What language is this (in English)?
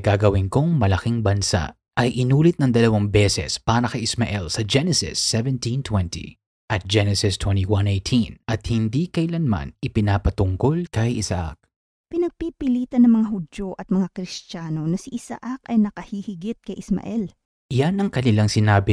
Filipino